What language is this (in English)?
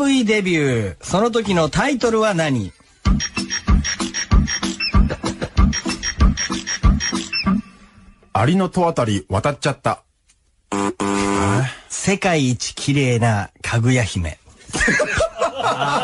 Japanese